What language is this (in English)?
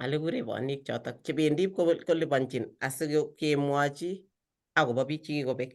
Kalenjin